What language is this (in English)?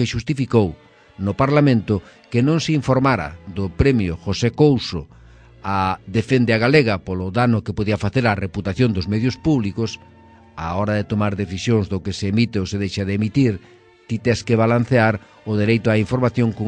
Galician